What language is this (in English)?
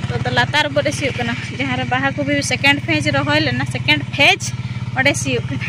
Santali